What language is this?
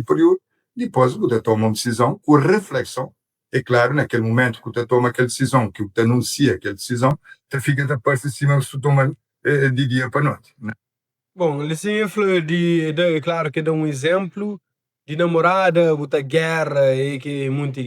Kabuverdianu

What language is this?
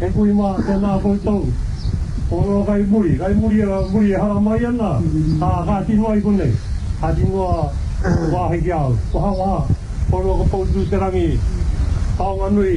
Māori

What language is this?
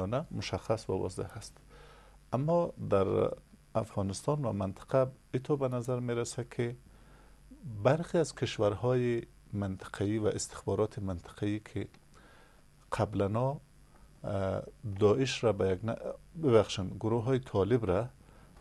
Persian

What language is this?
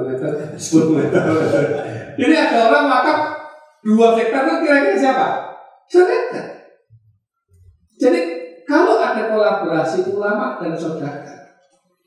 Indonesian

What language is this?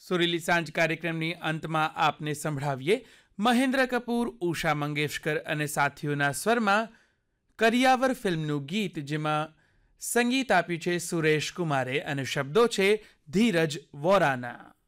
Gujarati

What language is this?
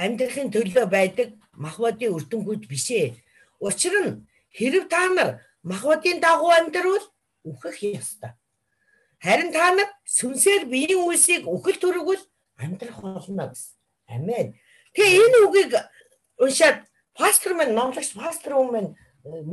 Mongolian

